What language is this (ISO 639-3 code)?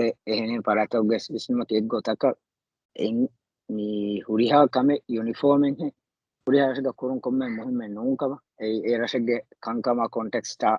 div